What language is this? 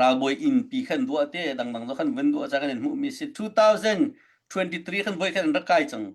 Hakha Chin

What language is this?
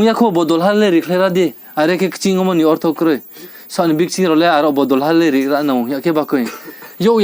Riang (India)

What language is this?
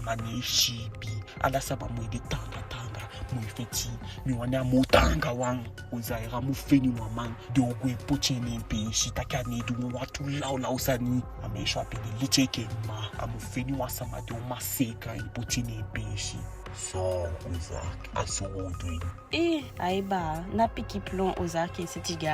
Eastern Maroon Creole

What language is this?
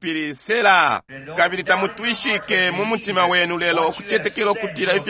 Bemba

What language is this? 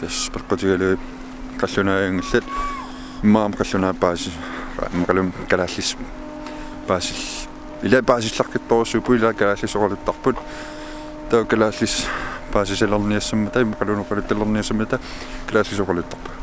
Kalaallisut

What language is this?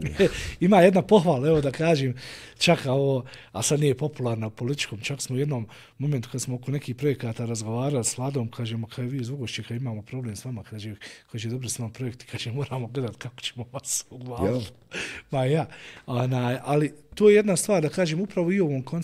Bosnian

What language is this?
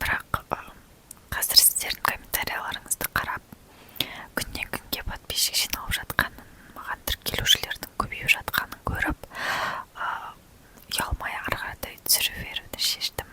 Kazakh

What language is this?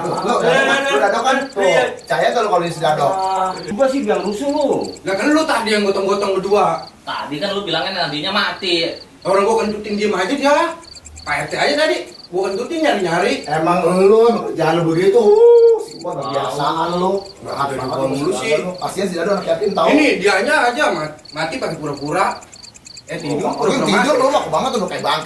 Betawi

